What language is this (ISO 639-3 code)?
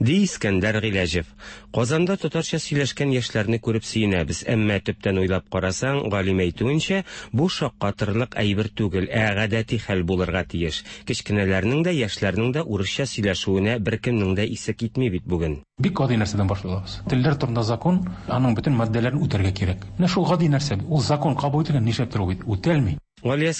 tat